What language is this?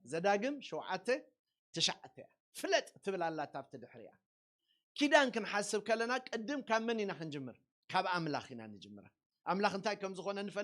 Tigrinya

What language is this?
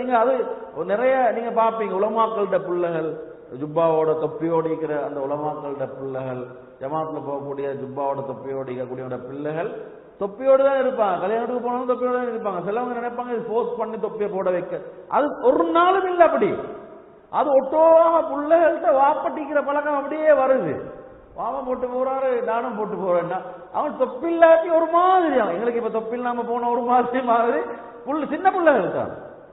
Tamil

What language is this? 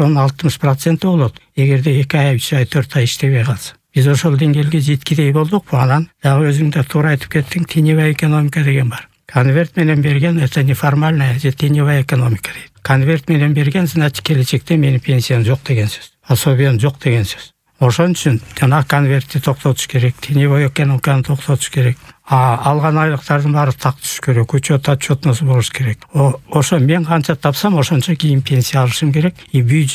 Kyrgyz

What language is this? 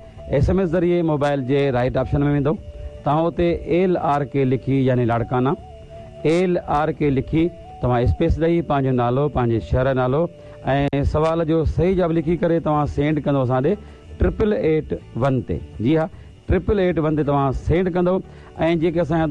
Sindhi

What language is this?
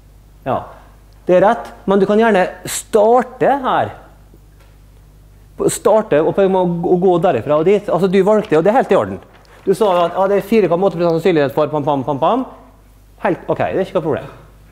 Norwegian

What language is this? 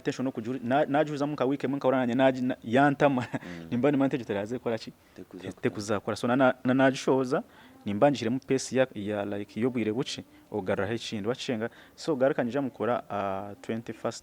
Nyankole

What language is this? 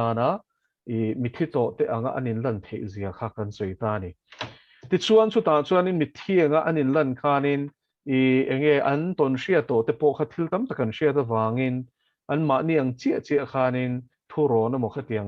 Mizo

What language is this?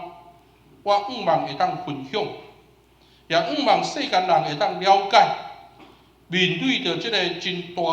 Min Nan Chinese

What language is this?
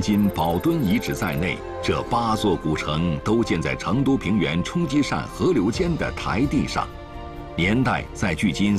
Chinese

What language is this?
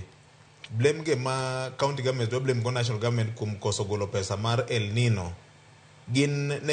Luo (Kenya and Tanzania)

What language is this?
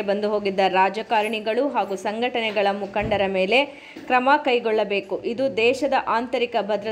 Kannada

